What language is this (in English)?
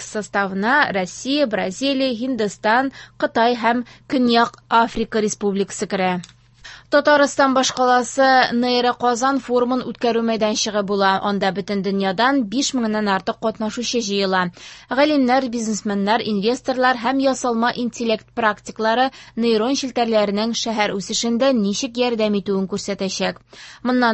Tatar